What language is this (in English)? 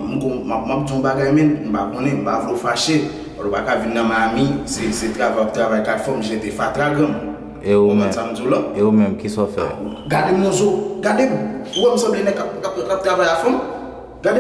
Haitian Creole